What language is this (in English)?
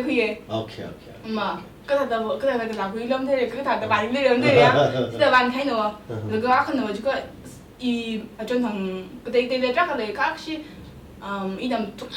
Tangkhul Naga (India)